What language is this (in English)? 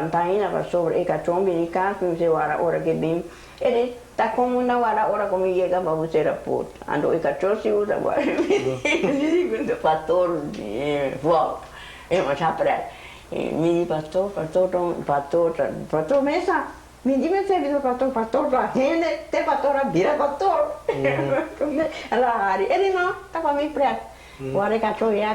Papiamento